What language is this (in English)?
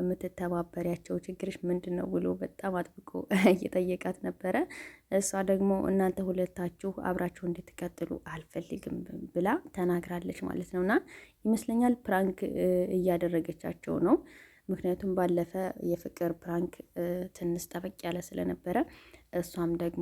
Amharic